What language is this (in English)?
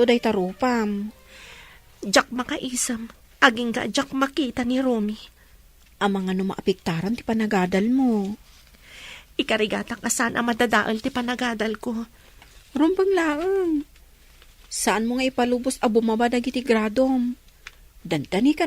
Iloko